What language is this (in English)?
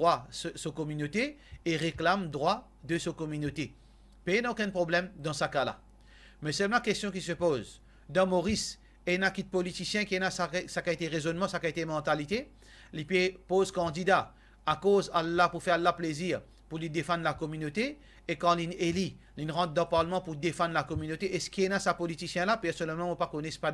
Morisyen